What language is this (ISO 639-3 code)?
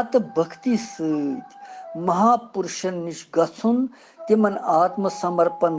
kas